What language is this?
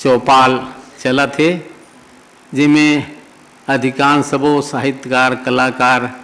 Chhattisgarhi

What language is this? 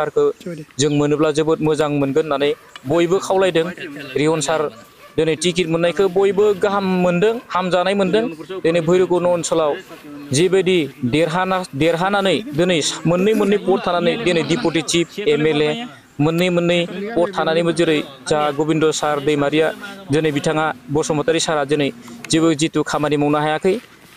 Bodo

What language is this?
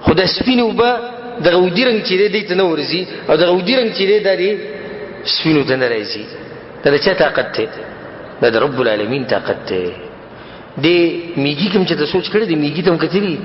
Pashto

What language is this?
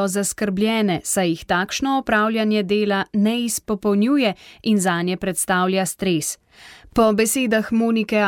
Slovenian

